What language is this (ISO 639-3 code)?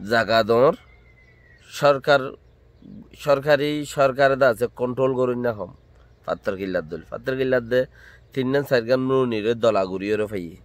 rhg